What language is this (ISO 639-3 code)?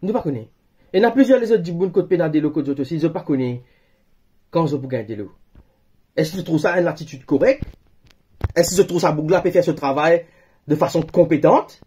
mfe